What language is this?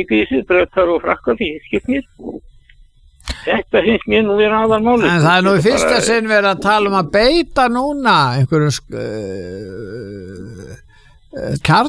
Icelandic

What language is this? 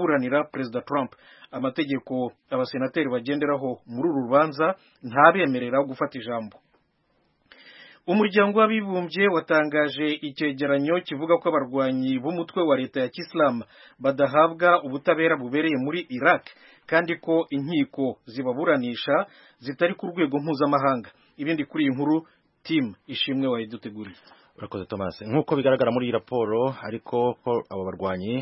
Kinyarwanda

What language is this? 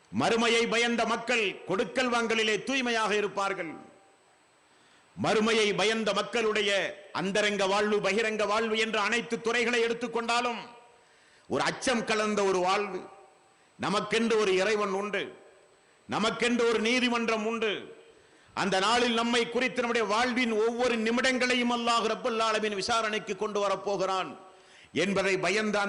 Tamil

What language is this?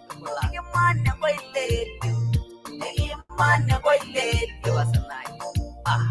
Masai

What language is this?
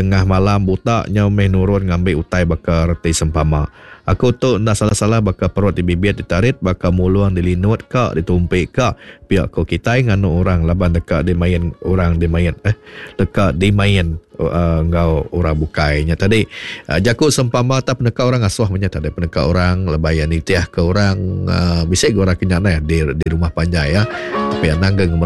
Iban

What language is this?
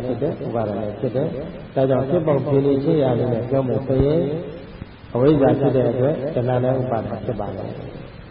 Burmese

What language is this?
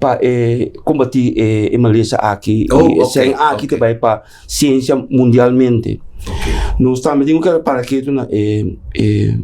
Papiamento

